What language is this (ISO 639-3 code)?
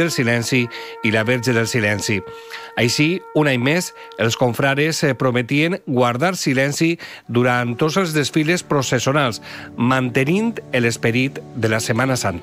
cat